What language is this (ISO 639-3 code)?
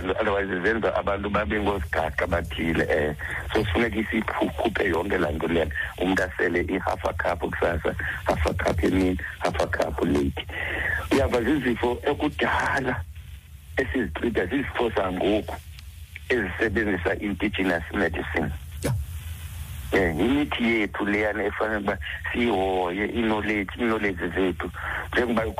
xho